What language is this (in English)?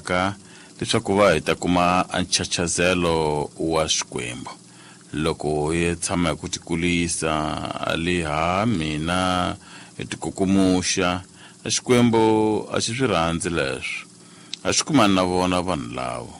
Tsonga